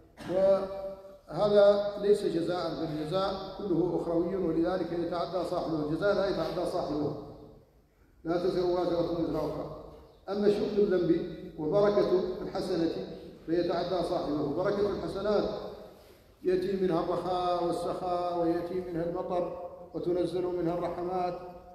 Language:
Arabic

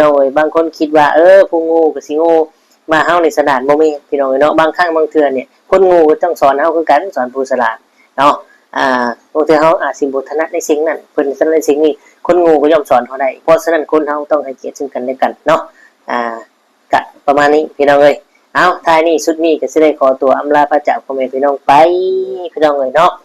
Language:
Northeastern Thai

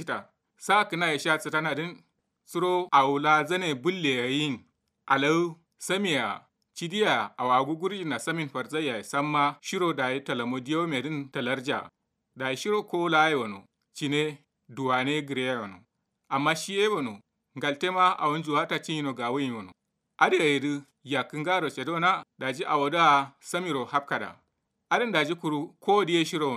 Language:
Kanuri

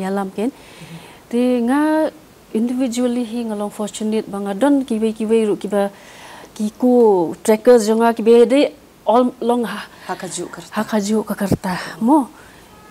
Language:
Khasi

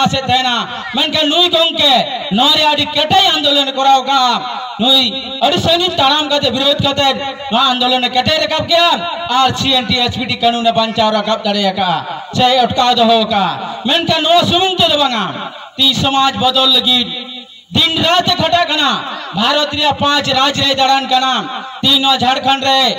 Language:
Santali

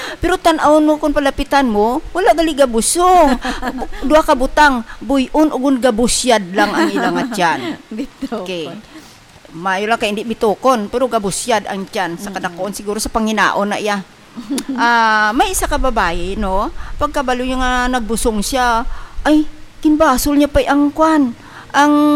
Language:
Hiligaynon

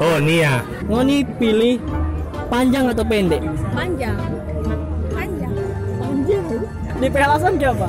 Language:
Manado Malay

